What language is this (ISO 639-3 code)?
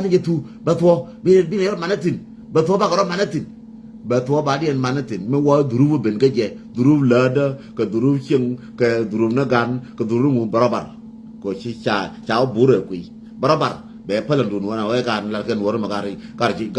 nus